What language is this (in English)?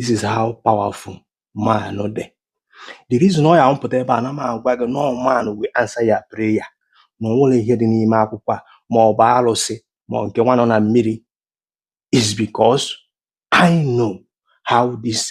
Igbo